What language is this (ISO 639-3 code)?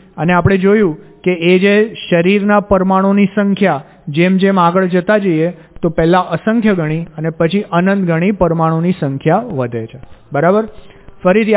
guj